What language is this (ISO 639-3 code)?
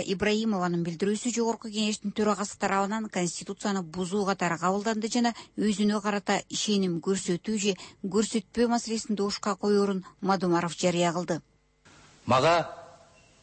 kir